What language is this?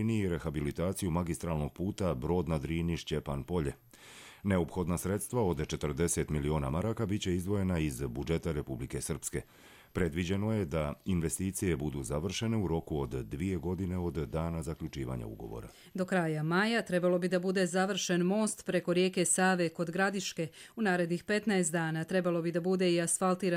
Croatian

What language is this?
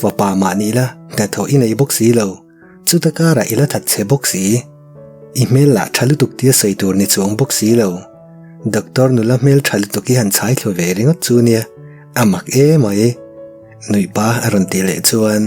Mizo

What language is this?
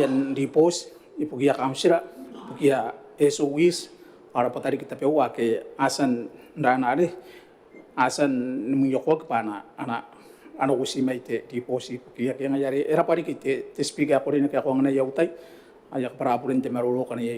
Gilbertese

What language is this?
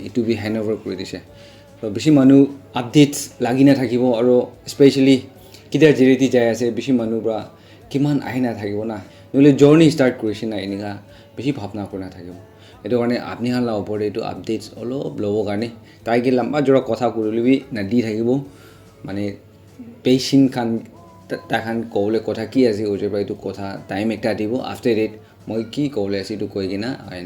Naga Pidgin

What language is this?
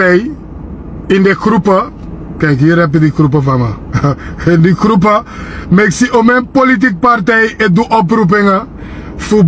Sranan Tongo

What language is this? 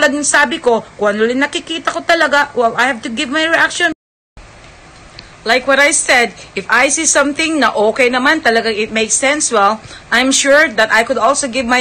Filipino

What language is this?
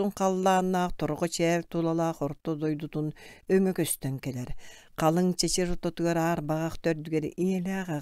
Yakut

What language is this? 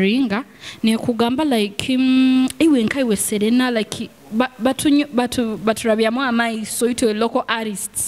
Nyoro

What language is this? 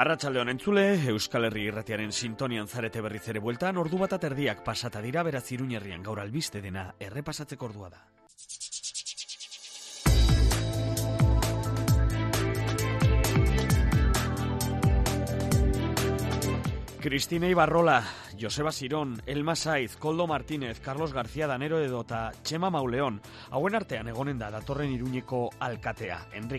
Basque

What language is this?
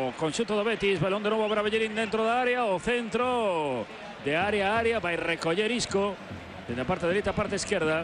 Galician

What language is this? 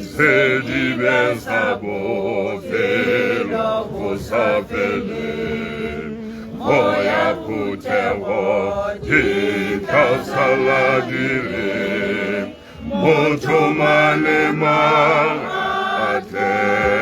Tswana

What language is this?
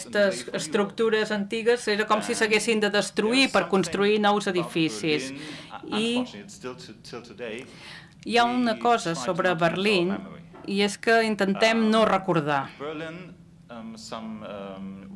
Catalan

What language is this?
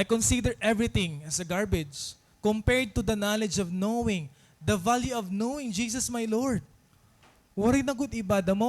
Waray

